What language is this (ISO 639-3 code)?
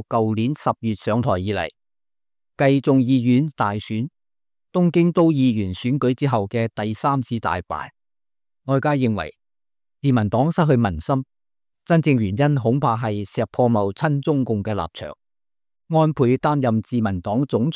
yue